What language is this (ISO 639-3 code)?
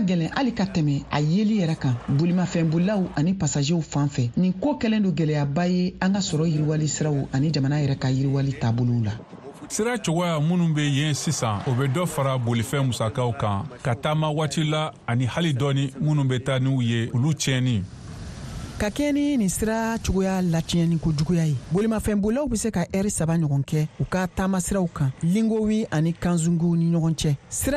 bam